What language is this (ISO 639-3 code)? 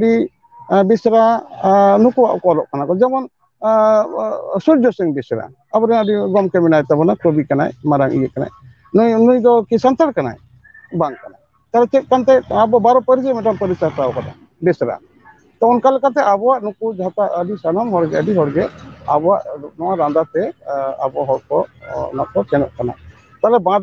sat